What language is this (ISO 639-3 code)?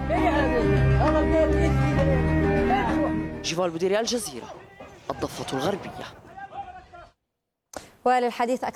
ara